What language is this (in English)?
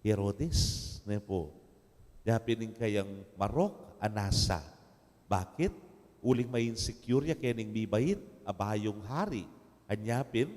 Pampanga